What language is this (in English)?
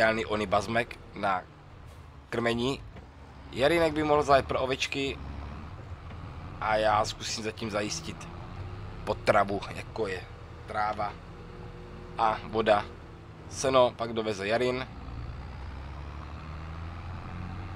Czech